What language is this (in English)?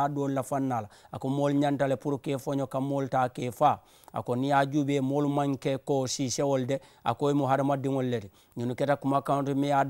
Mandingo